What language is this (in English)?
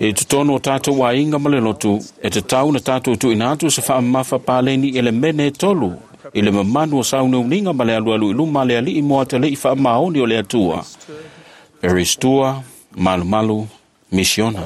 Samoan